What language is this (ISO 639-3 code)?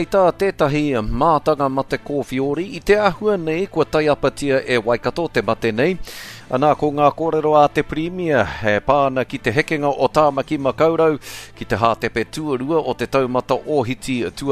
mri